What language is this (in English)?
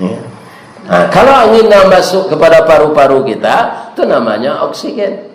Minangkabau